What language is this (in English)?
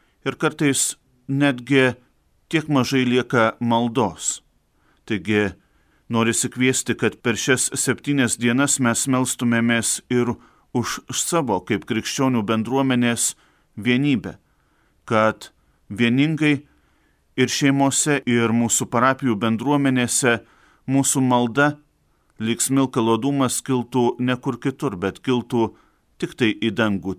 Lithuanian